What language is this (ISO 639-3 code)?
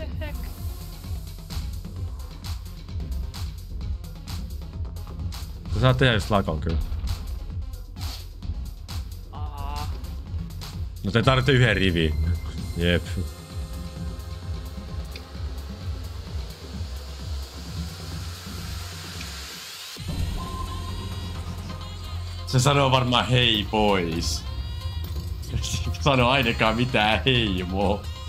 fin